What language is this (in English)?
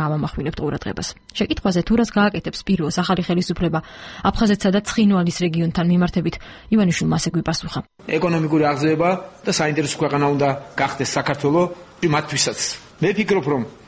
Georgian